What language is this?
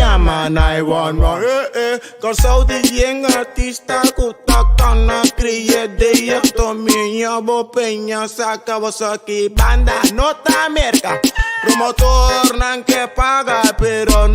Papiamento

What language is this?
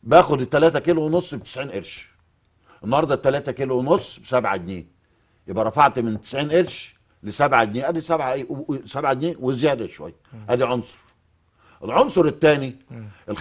Egyptian Arabic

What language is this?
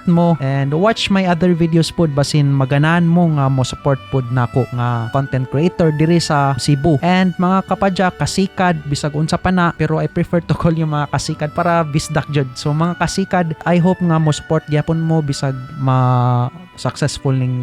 Cebuano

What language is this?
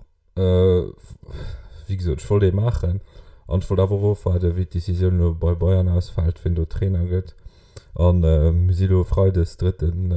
Luxembourgish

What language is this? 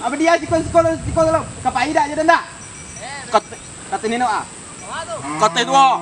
Minangkabau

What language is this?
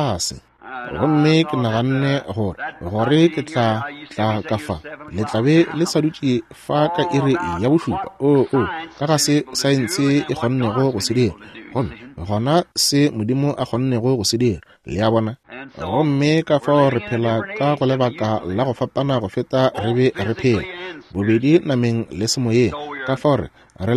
Northern Sotho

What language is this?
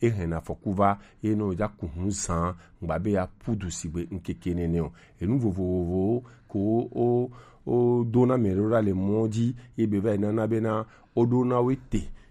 Gen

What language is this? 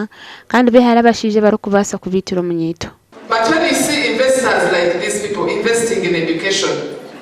Nyankole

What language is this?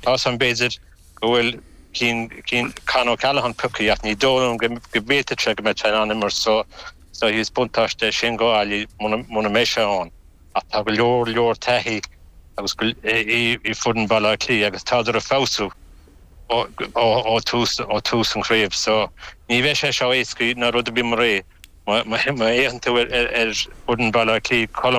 Irish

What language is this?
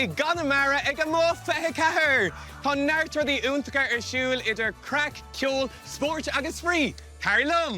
Irish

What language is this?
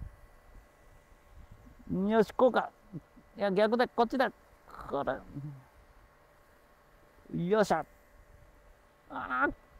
Japanese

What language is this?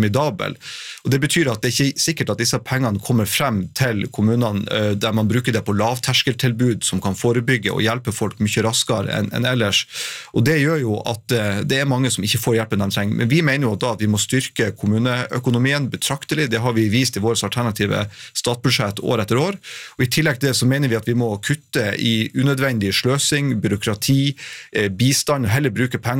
Norwegian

